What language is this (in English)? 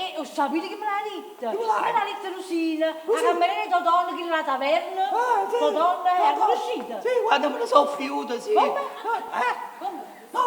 Neapolitan